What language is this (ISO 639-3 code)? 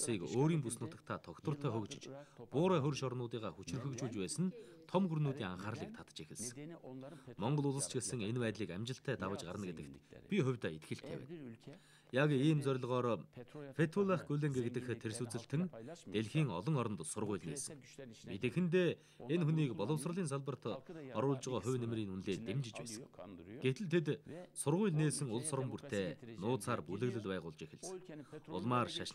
mon